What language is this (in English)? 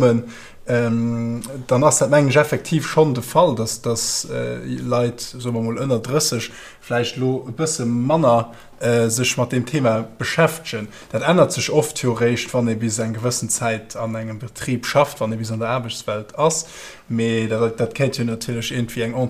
Luxembourgish